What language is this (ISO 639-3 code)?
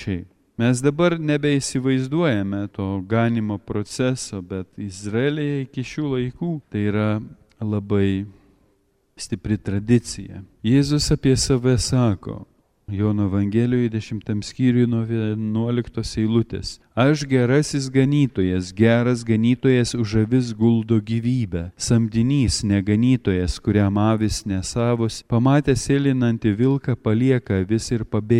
lit